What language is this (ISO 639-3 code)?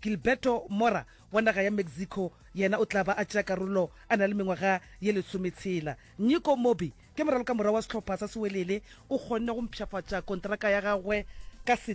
nso